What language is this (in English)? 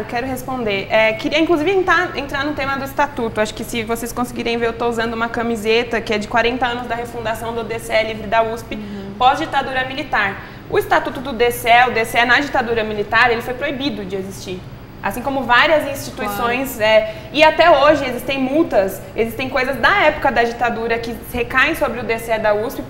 Portuguese